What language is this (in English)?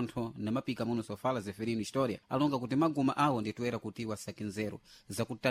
Sena